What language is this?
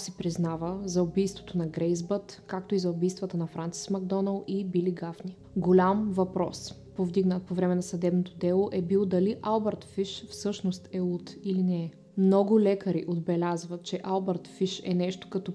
Bulgarian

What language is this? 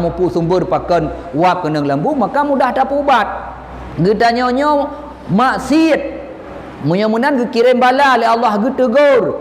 Achinese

